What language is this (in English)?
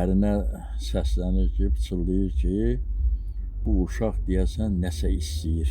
Azerbaijani